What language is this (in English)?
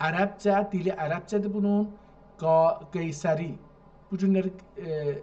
South Azerbaijani